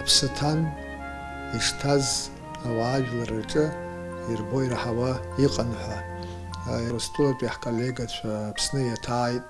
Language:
Abkhazian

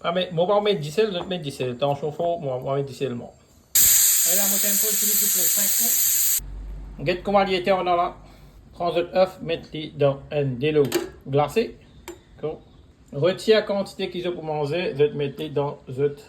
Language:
Morisyen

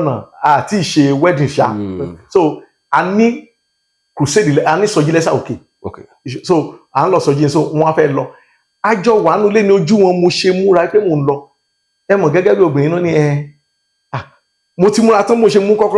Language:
Yoruba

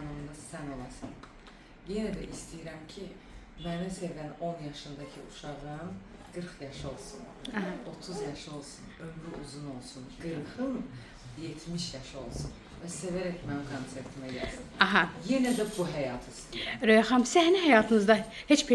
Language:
Azerbaijani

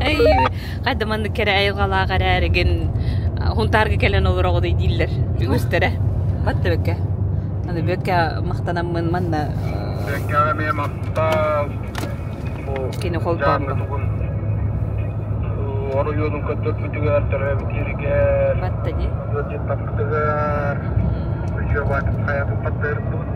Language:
Yakut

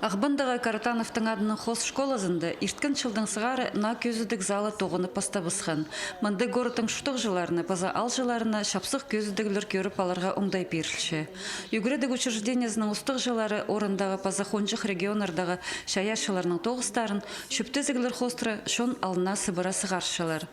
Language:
Khakas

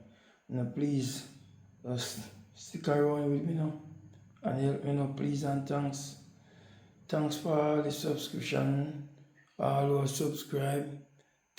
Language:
Jamaican Creole English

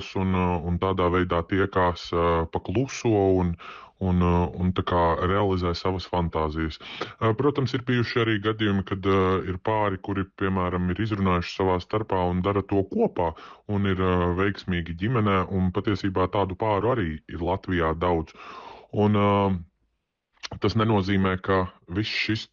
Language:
Latvian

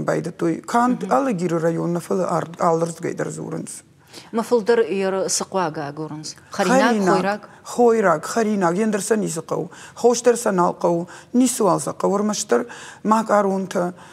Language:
Ossetic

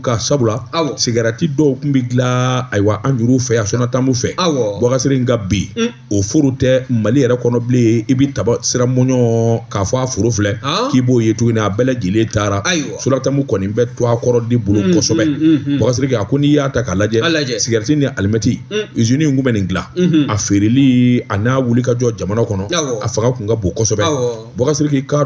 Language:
Bambara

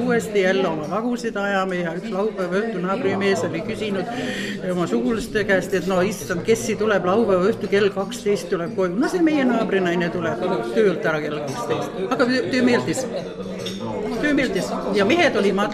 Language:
Estonian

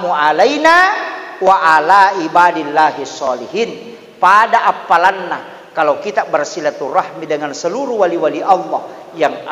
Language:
Buginese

